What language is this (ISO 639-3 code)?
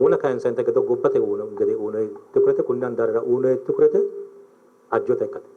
sid